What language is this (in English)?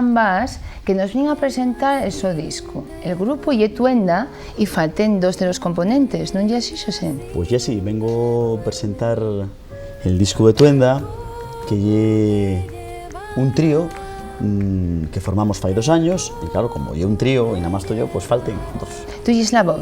Asturian